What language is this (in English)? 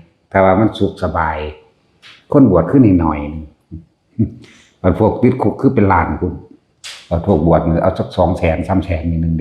Lao